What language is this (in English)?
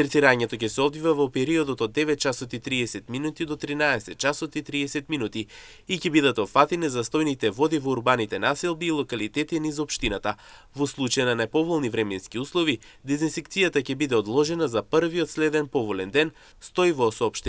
Macedonian